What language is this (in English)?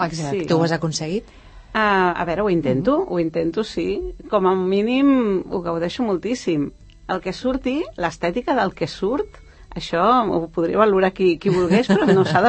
Catalan